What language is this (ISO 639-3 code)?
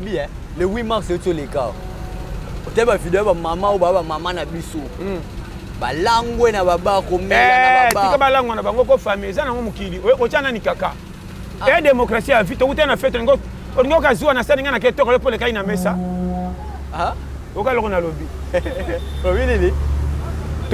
lin